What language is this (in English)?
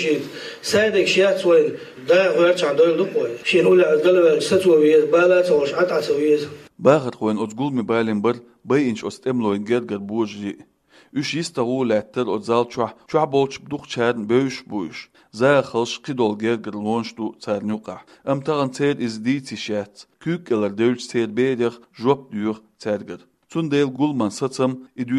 Chechen